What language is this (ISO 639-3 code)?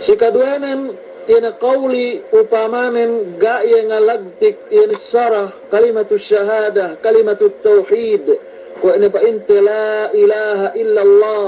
yka